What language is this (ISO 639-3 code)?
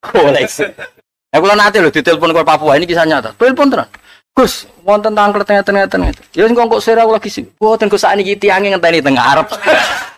jav